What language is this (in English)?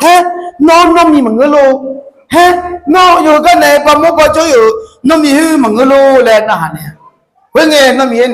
Akha